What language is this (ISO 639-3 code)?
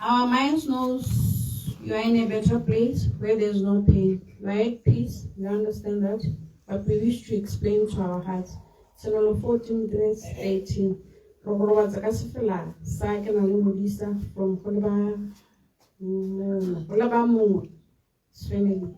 tsn